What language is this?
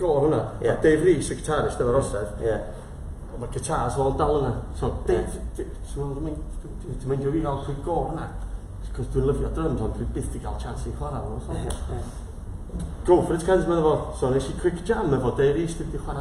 Welsh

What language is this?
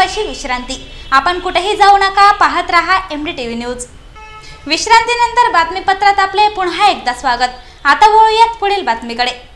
Marathi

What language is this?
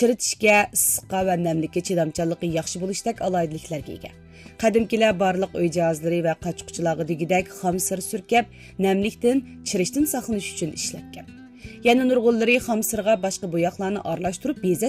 Uyghur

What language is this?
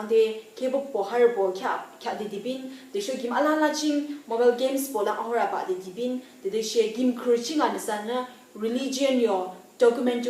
Yimchungru Naga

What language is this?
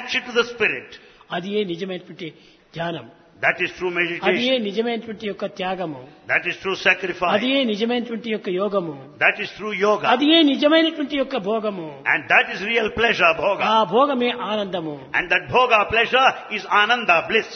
Telugu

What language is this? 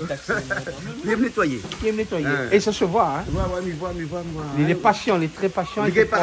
Réunion Creole French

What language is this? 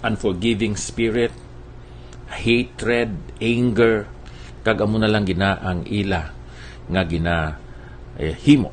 Hiligaynon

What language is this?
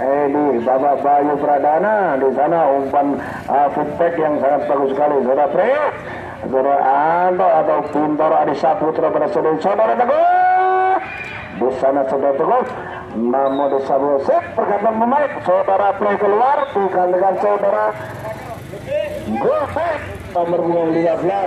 Indonesian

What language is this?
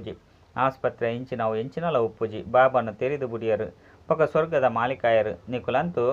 Tulu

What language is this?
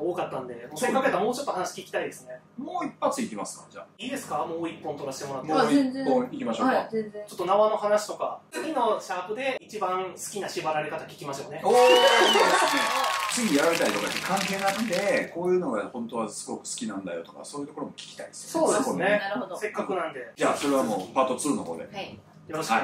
Japanese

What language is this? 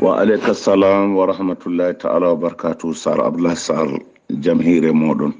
Fula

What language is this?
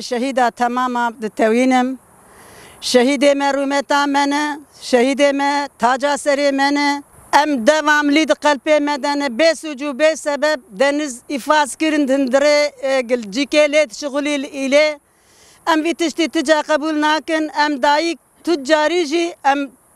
Kurdish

